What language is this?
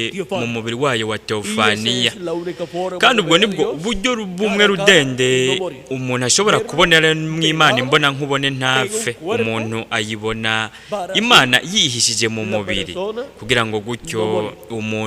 Rundi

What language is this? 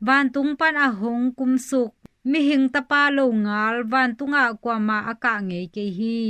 Tedim Chin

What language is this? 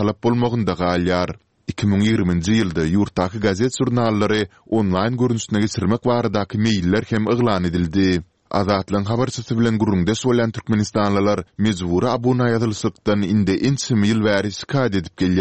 Turkmen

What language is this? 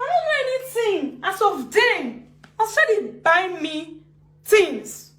Nigerian Pidgin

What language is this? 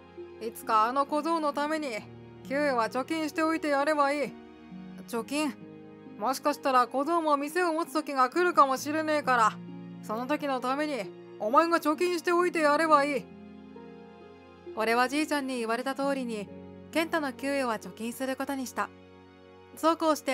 Japanese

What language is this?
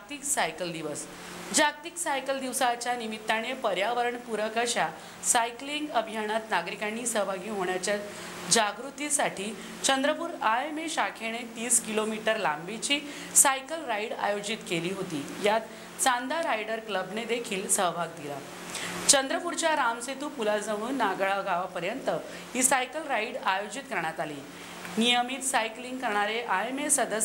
Marathi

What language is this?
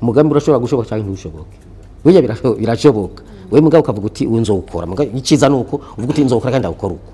Rundi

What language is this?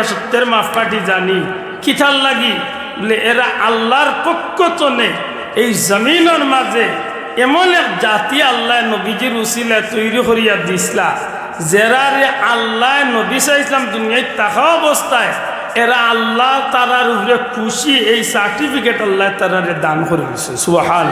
Sylheti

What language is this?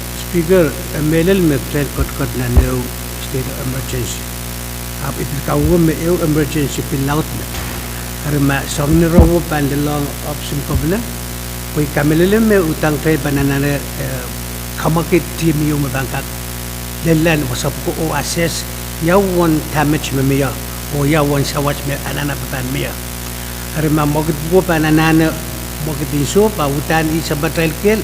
Pohnpeian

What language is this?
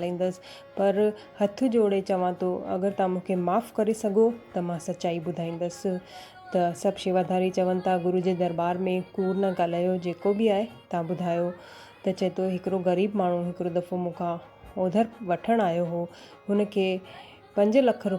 Sindhi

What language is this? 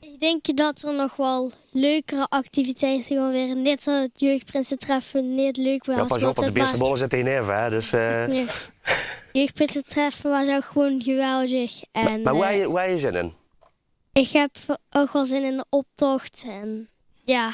Limburgish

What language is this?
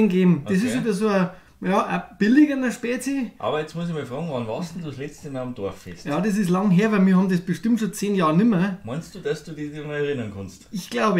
Bavarian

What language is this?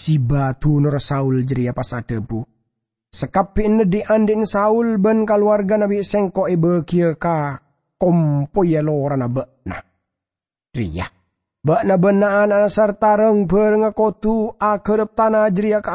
Madurese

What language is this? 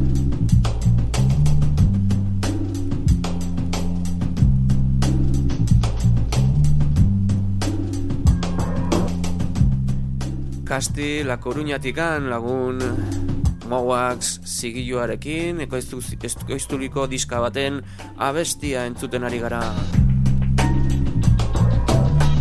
Basque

